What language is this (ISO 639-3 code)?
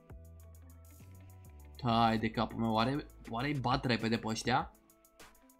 ron